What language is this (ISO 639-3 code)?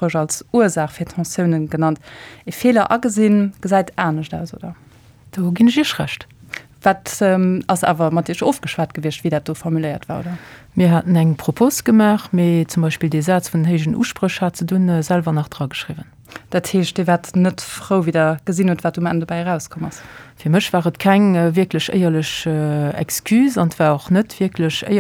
ltz